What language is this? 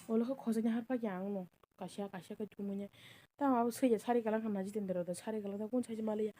Kok Borok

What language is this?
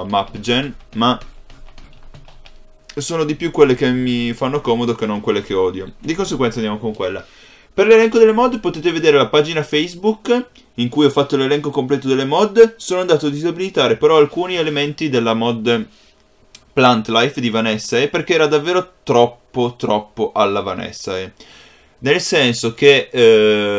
Italian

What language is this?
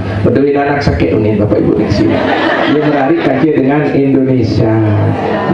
Sasak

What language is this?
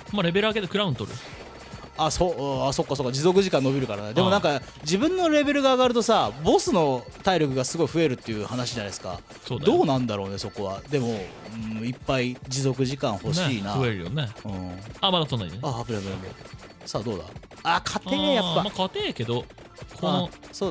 Japanese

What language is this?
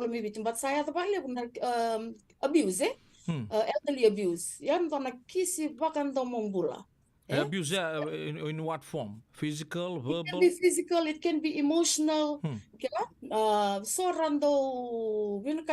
Fijian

